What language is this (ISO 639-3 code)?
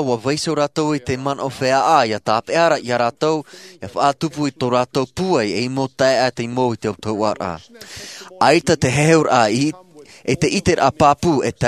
tah